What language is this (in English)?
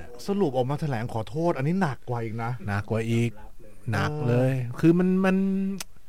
Thai